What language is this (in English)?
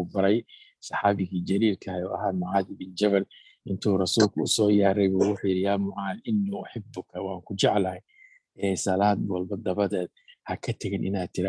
Somali